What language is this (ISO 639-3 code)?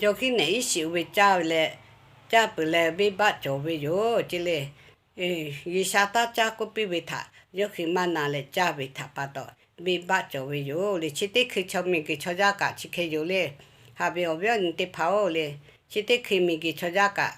lhu